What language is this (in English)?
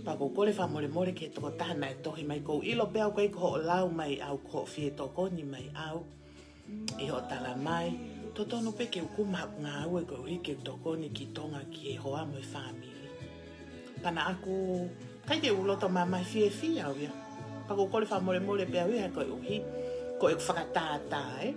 Tongan